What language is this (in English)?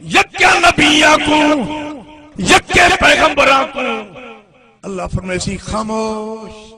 Saraiki